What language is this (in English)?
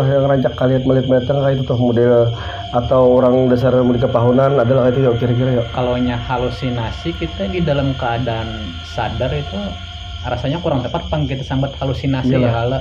Banjar